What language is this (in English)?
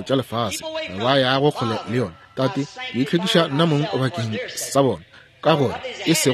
Northern Sotho